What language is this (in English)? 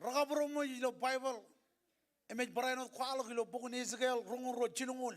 Marshallese